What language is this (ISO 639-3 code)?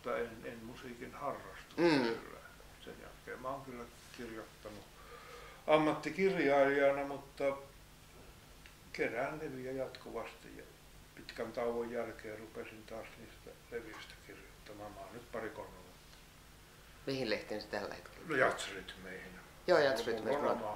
fin